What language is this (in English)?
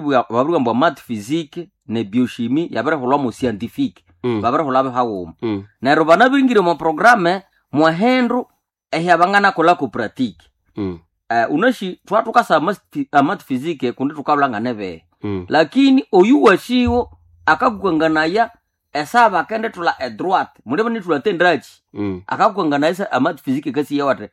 Nande